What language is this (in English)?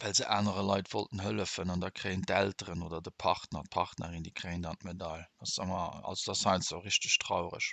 Luxembourgish